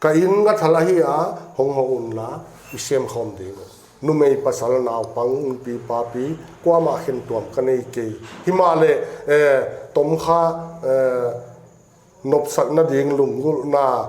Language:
Paite Chin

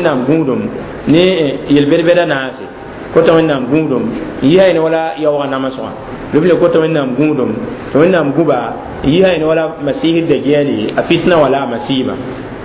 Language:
Mossi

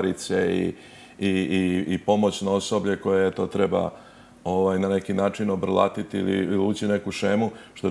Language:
Serbian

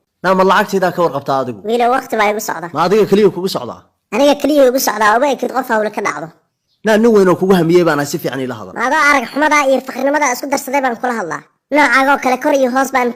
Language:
Somali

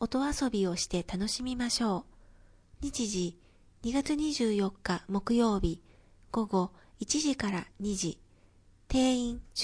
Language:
Japanese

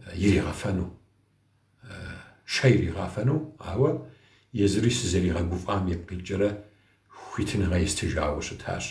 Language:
Kabardian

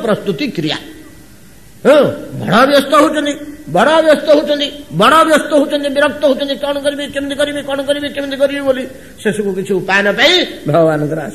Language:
Odia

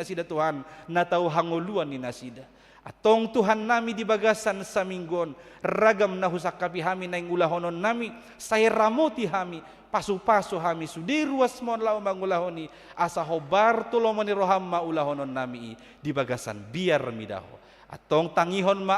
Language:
Batak Toba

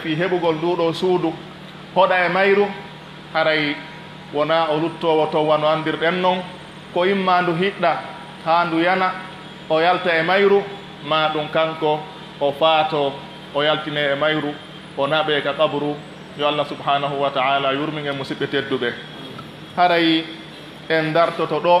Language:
Pular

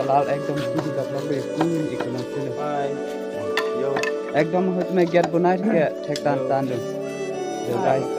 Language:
Karbi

